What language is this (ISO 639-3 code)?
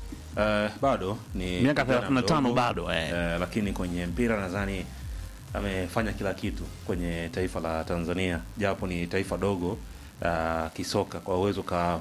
swa